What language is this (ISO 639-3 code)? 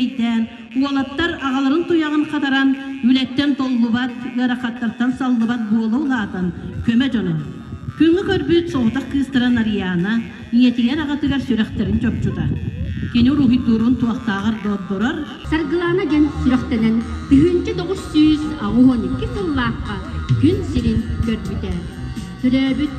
sah